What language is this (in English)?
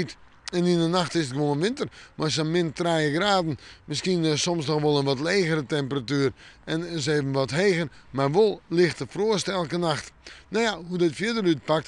Western Frisian